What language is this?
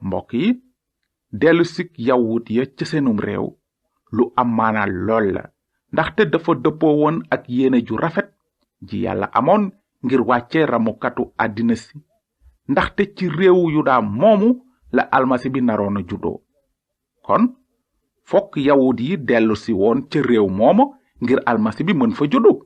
Wolof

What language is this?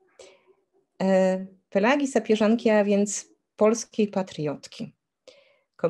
Polish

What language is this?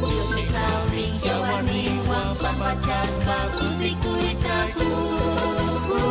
Ayacucho Quechua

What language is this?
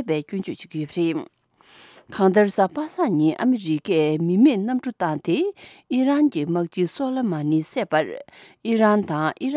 Tibetan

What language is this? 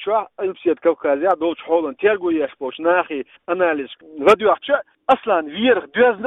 Chechen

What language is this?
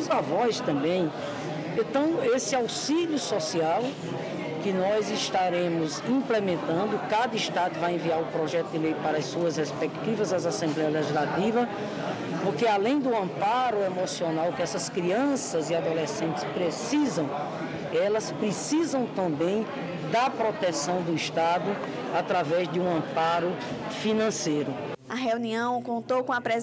Portuguese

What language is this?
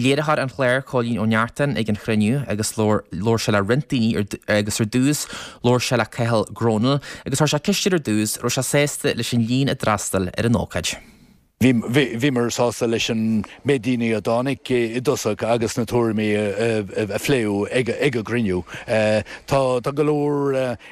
Irish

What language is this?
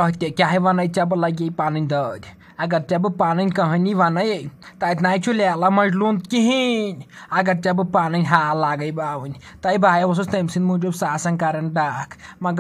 Kashmiri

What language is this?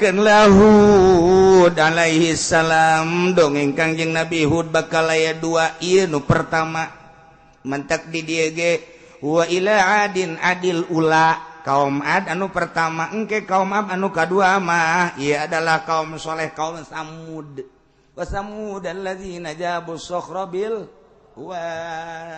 Sundanese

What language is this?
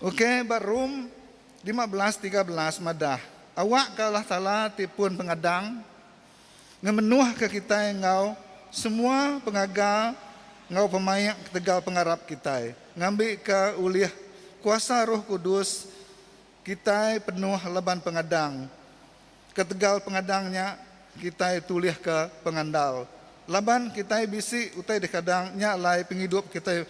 Iban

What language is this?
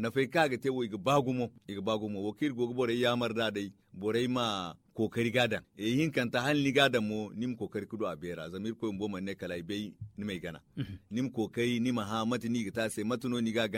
Zarma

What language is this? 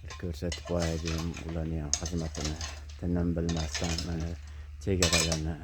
Uzbek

